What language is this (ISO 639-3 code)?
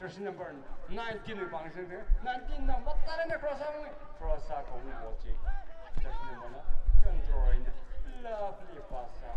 nmf